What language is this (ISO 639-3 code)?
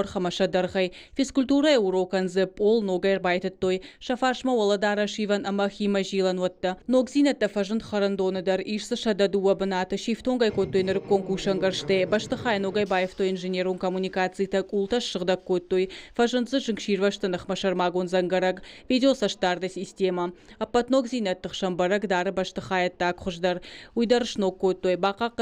oss